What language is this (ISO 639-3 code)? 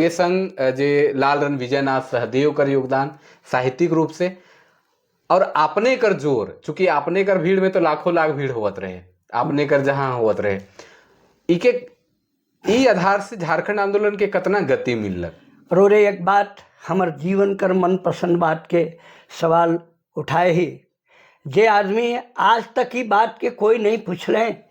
sck